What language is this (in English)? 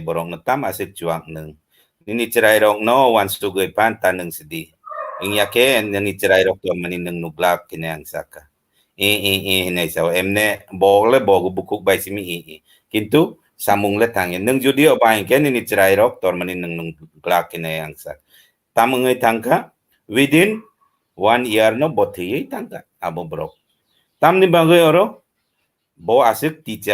Kok Borok